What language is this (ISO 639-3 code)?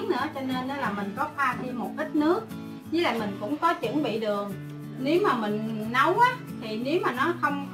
vie